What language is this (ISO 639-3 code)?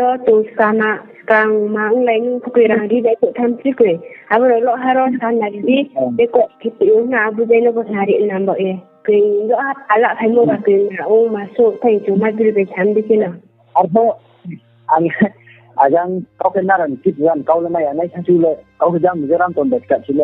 ria